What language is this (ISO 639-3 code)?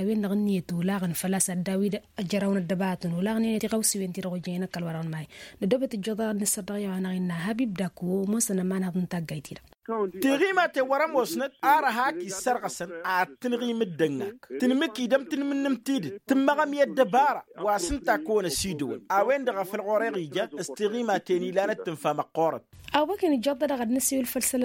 taq